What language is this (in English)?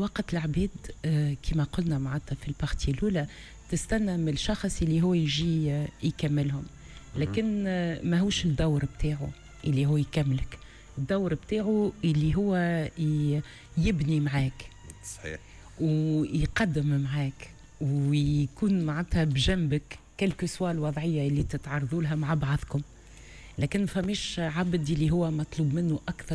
Tunisian Arabic